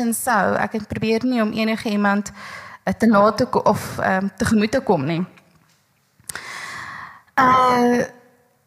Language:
Afrikaans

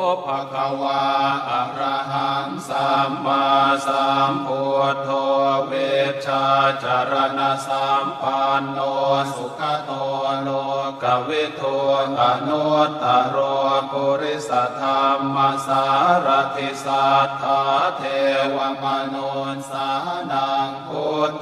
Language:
Pali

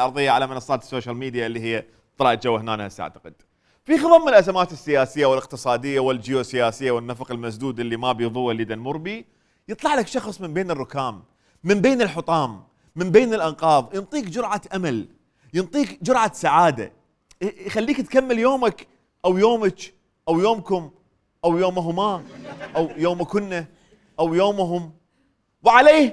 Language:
Mesopotamian Arabic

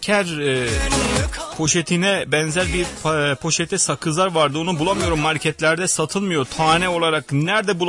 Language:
Turkish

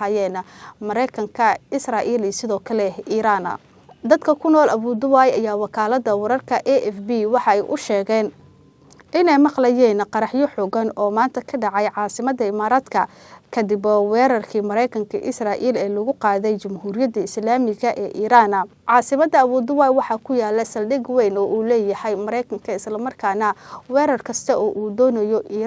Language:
Somali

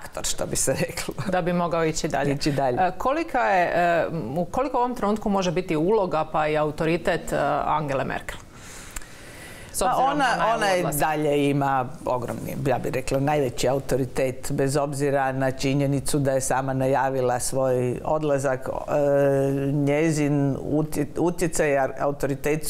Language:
Croatian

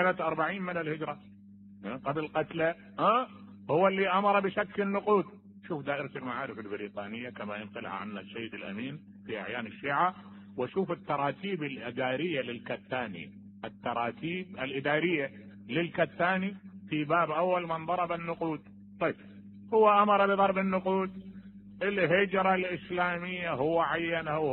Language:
Mesopotamian Arabic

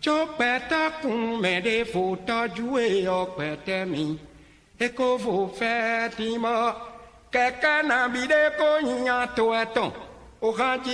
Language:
Fon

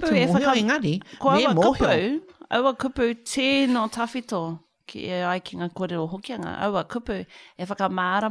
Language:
Māori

